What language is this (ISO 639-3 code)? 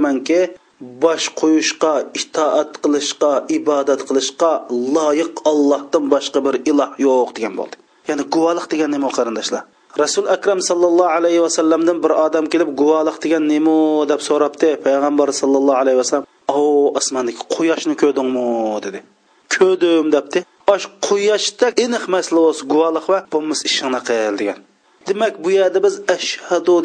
uig